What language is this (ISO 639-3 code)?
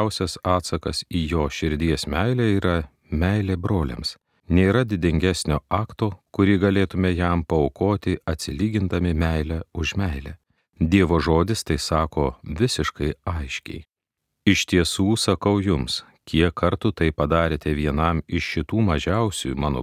lit